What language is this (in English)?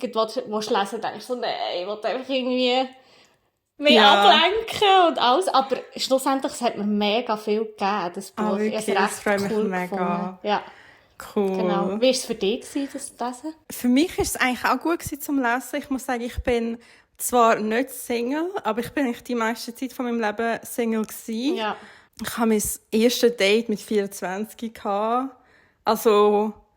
Swiss German